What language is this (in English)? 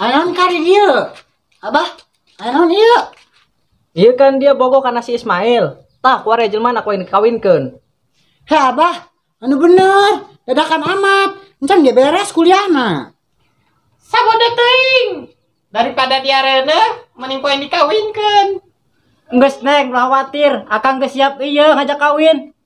Sundanese